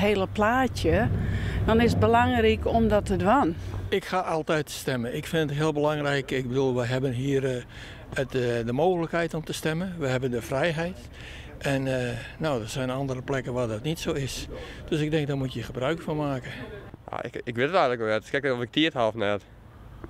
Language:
Western Frisian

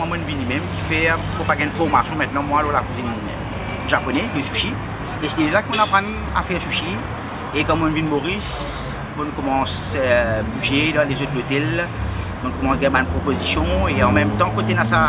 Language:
Morisyen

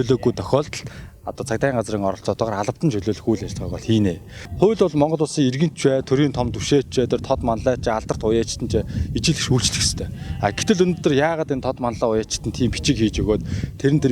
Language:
Mongolian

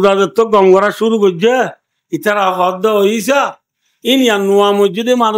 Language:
Rohingya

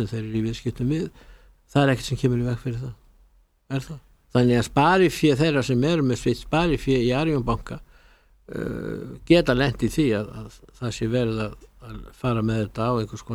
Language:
Icelandic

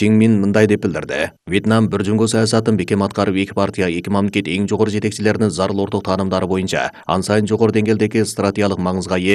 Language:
Kyrgyz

